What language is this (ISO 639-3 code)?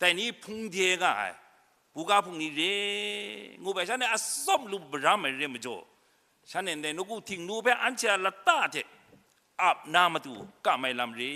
kac